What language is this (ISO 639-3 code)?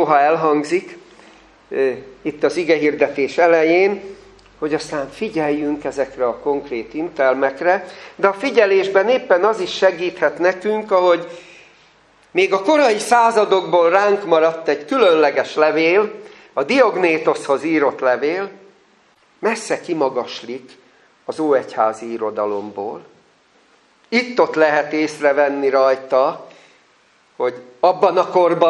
hun